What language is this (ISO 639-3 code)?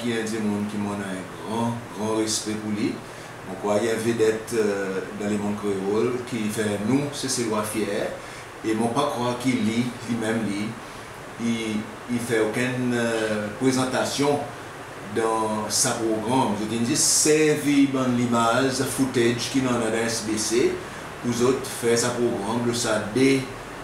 crs